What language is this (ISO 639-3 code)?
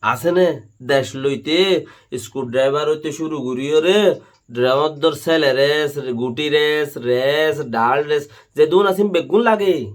rhg